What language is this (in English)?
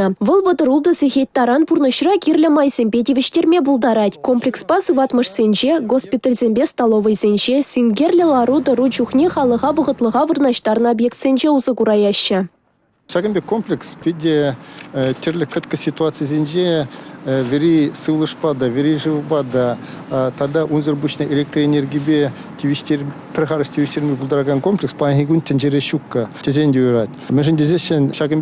Chuvash